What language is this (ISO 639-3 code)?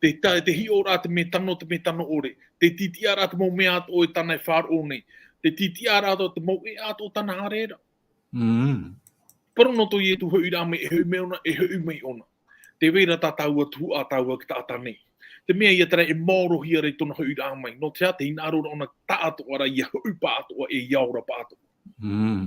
tah